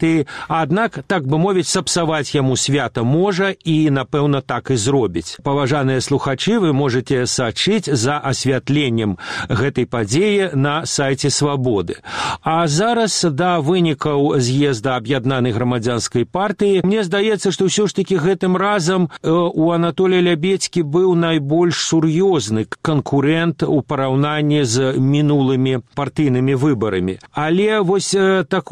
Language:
Belarusian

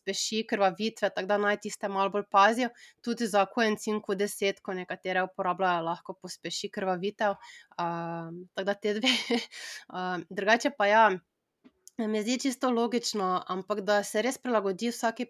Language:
Slovenian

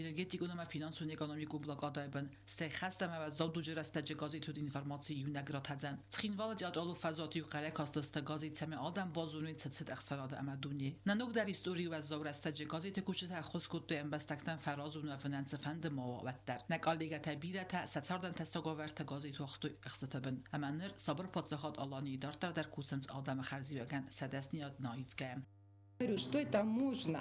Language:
Ossetic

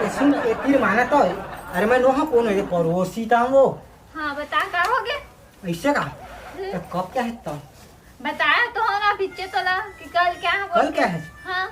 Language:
Chhattisgarhi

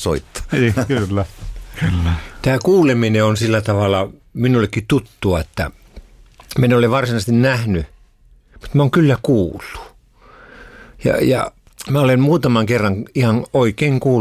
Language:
Finnish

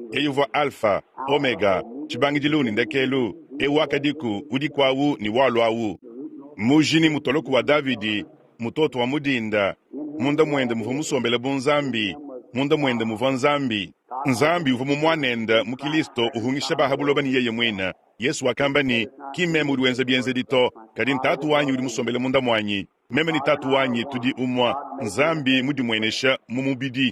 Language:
Luba-Lulua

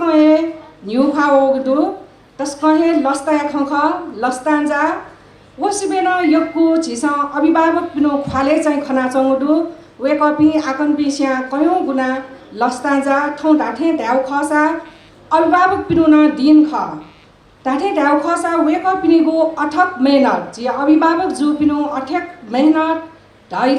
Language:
Newari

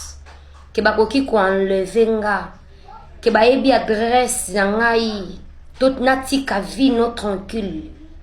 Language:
Lingala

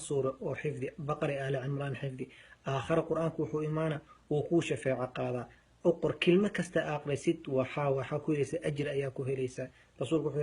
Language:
Somali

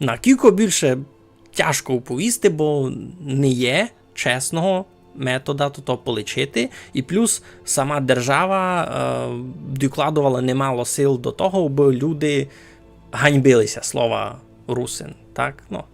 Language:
Rusyn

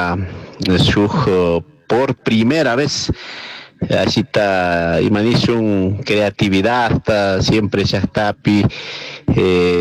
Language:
Chimborazo Highland Quichua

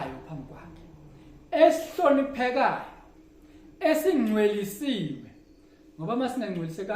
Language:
Zulu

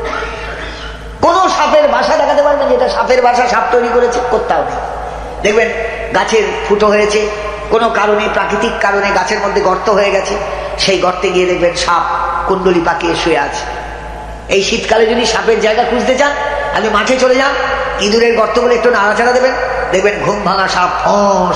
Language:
Bangla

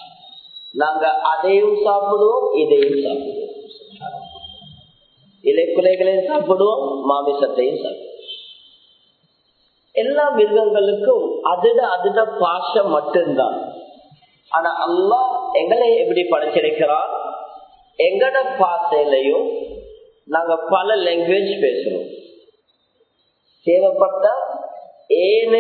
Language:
Tamil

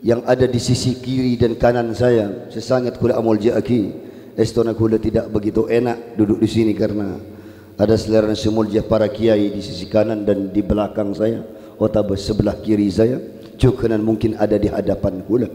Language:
Madurese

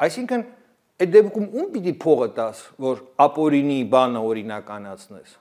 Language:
Armenian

